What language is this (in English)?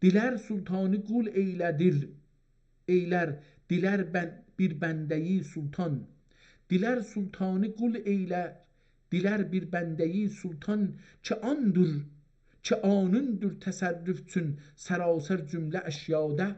South Azerbaijani